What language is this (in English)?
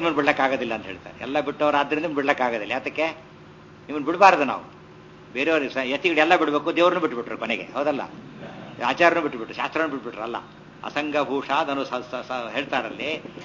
Kannada